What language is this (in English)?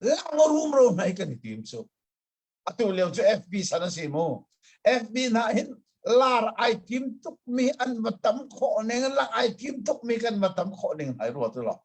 Hakha Chin